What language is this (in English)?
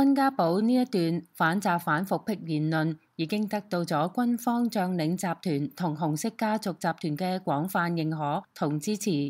Cantonese